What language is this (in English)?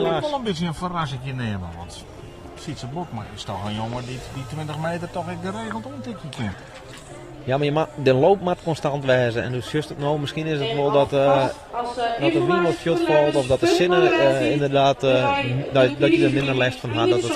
Western Frisian